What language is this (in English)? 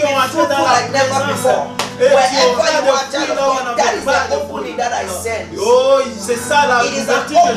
French